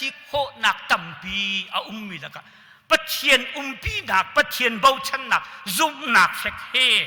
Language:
Hakha Chin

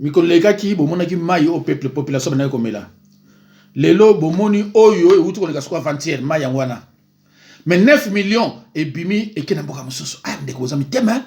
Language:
Lingala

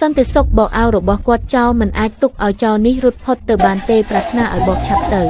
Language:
Khmer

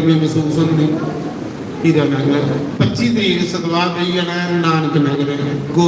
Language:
Dogri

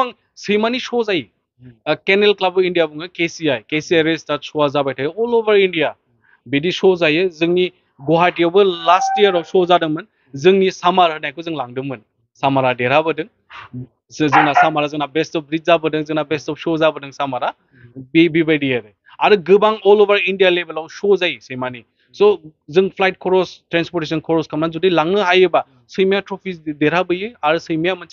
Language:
Bodo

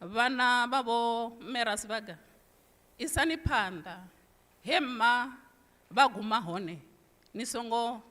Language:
Venda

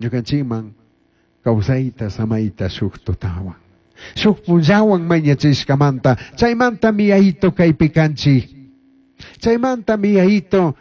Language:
Chimborazo Highland Quichua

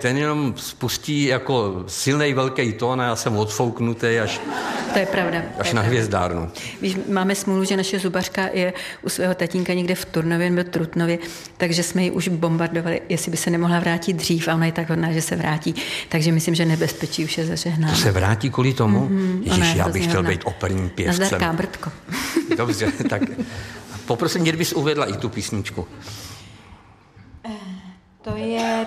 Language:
Czech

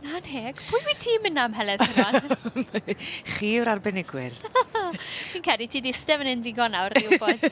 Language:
Welsh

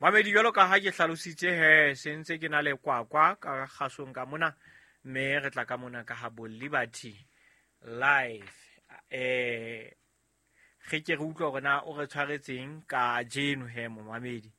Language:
Southern Sotho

